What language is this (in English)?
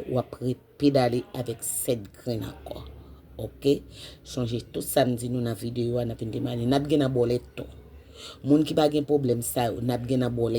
Haitian Creole